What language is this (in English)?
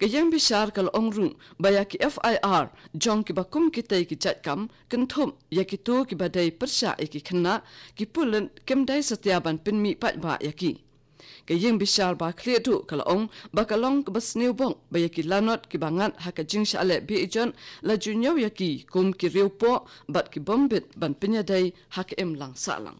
Khasi